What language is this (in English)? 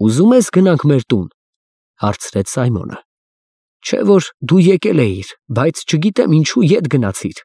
Armenian